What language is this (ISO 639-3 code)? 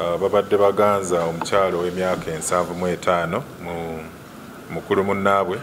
lug